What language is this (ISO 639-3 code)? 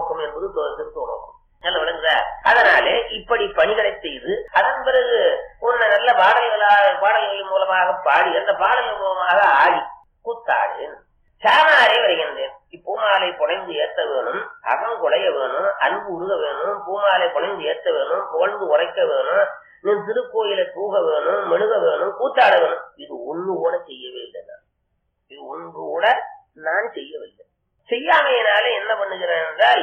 tam